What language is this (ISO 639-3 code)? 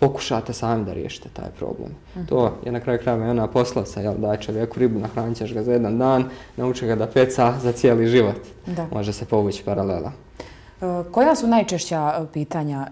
bos